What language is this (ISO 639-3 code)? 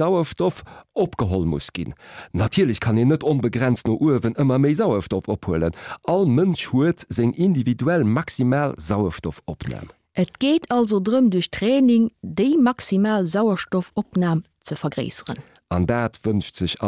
ltz